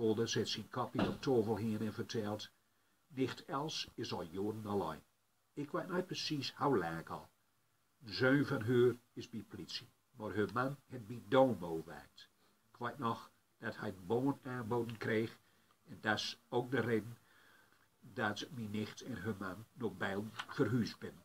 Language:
Gronings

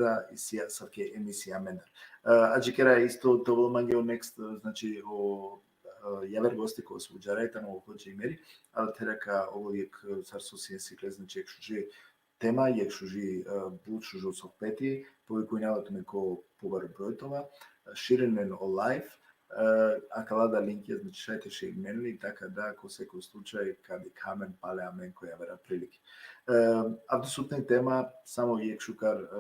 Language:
Balkan Romani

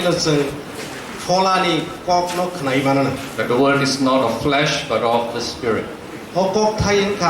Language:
Kok Borok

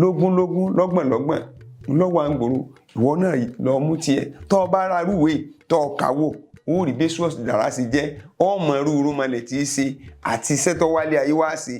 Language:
Yoruba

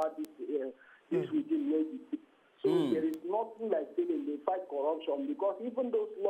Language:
Nigerian Pidgin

